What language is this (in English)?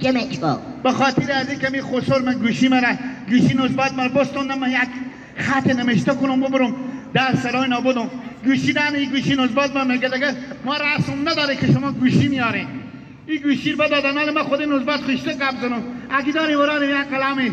Hazaragi